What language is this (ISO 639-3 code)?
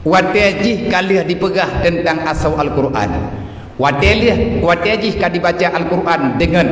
ace